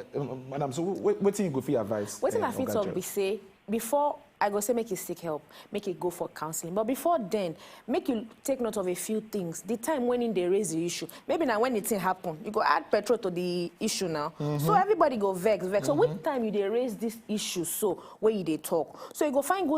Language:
Nigerian Pidgin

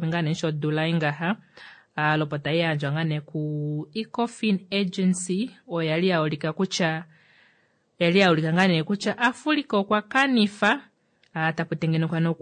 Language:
Kuanyama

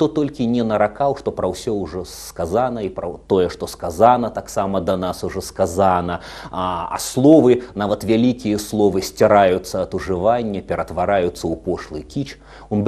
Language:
Belarusian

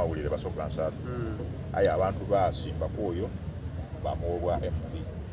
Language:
Soga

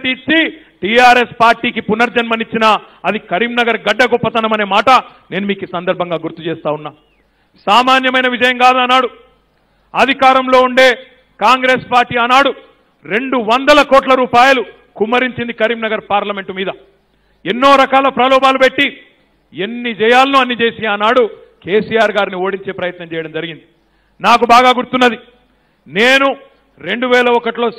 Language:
Telugu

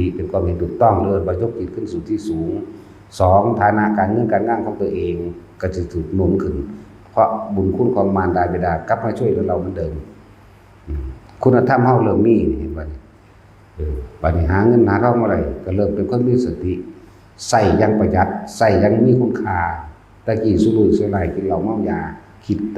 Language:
Northeastern Thai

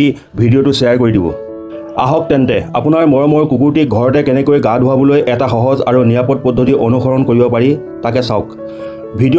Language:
Assamese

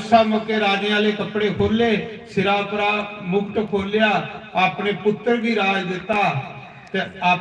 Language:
Dogri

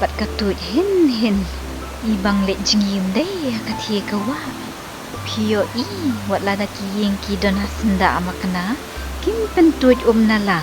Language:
Khasi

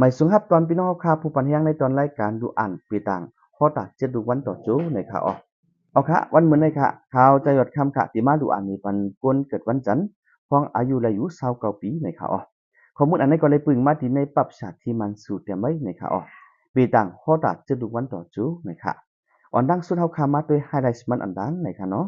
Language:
Shan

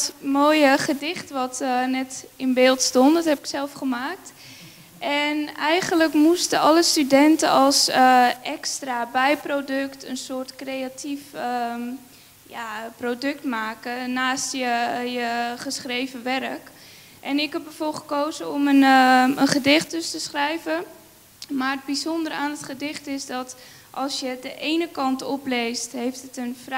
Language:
Dutch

